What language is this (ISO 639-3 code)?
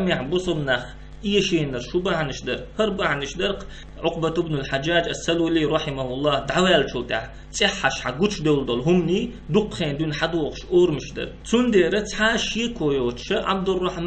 che